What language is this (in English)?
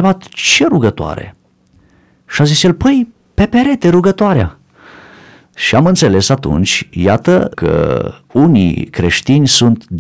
Romanian